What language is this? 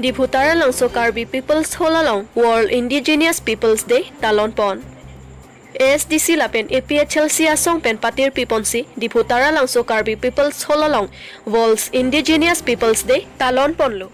Karbi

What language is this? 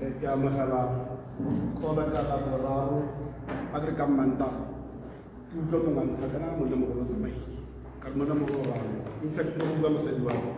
Tswana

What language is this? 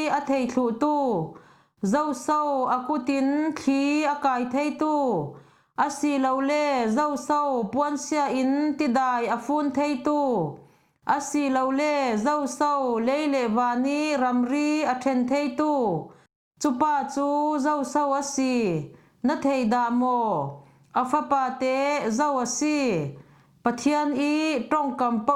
Falam Chin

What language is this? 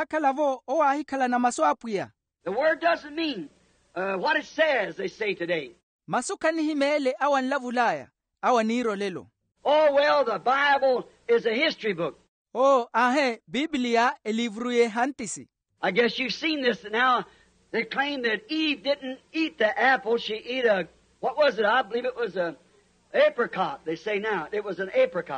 Makhuwa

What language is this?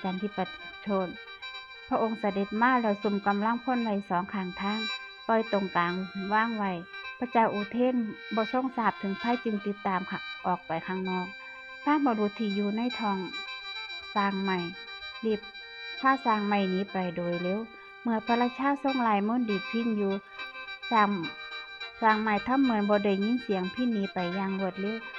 Northeastern Thai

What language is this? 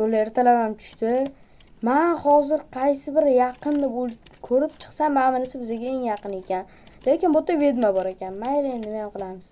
Uzbek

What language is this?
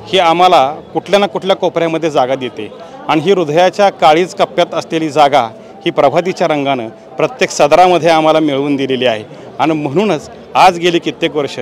Marathi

